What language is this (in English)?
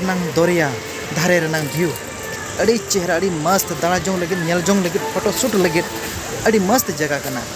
Santali